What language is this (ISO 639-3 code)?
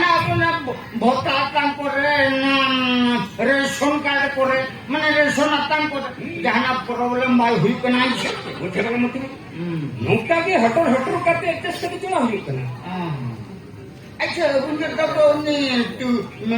sat